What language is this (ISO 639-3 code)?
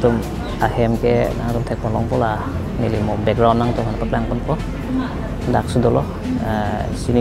mjw